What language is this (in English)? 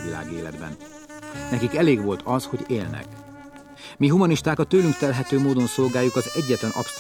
Hungarian